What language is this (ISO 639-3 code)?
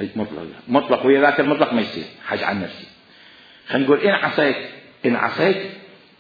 acm